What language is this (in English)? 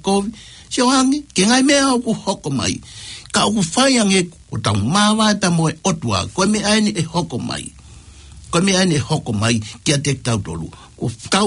Tongan